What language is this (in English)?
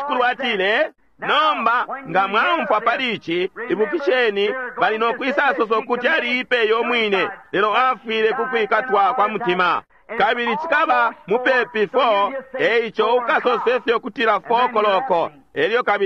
Bemba